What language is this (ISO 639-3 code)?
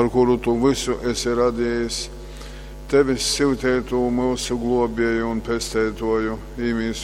ltg